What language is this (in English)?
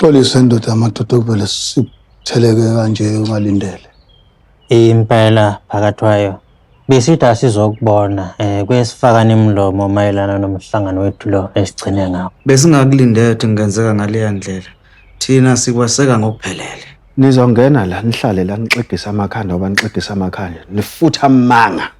Zulu